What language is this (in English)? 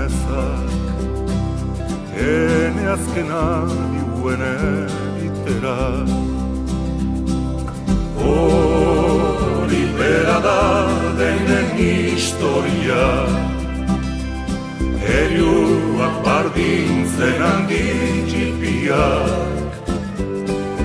Basque